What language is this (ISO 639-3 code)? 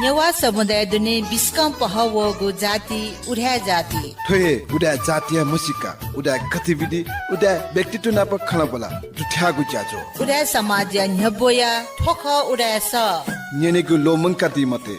new